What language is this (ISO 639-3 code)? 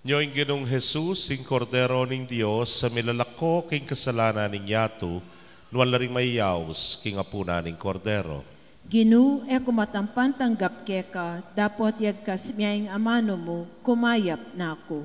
pam